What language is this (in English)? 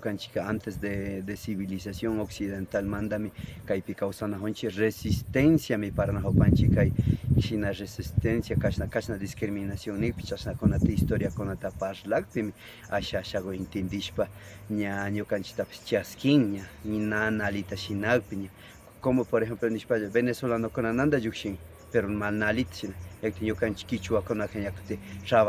Imbabura Highland Quichua